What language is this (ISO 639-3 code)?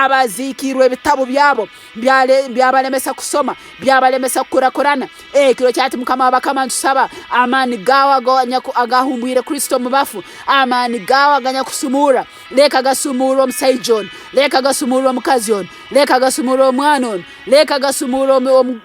nyn